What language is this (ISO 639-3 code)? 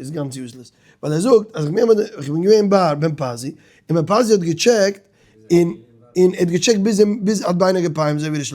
yid